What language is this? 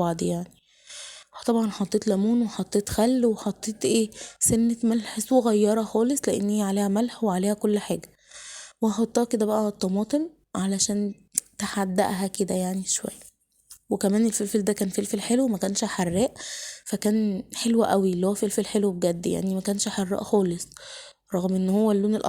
Egyptian Arabic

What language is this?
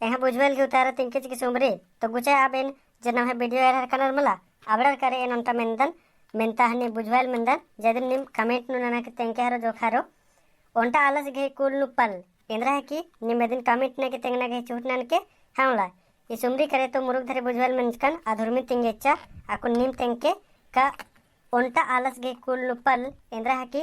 Kurukh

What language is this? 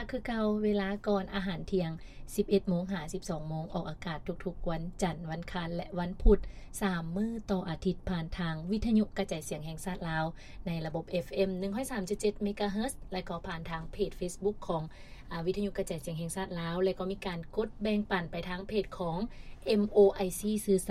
Lao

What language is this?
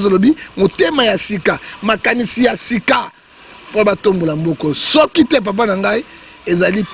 Lingala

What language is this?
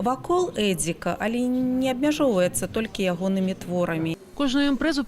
Belarusian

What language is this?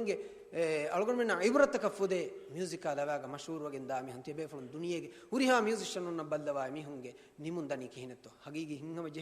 Divehi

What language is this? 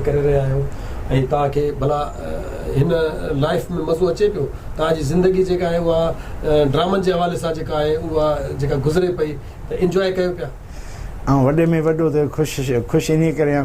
Sindhi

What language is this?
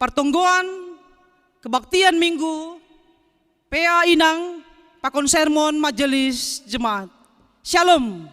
Batak Simalungun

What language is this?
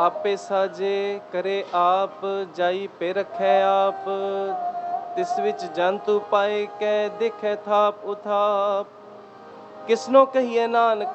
Punjabi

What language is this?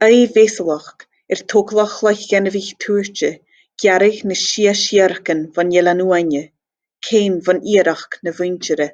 Scottish Gaelic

